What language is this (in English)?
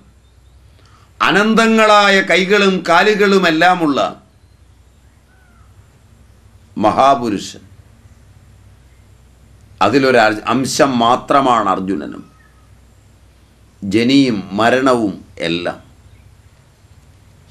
Malayalam